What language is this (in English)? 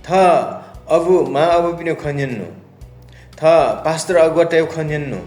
Newari